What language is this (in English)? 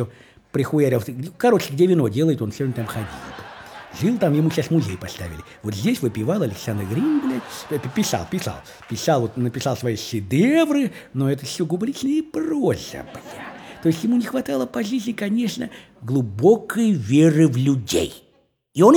Russian